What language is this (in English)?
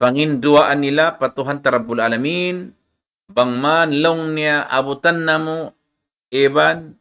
Tausug